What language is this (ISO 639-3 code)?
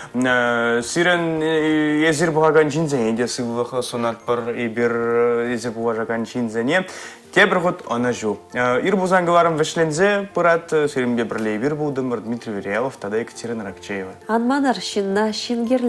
chv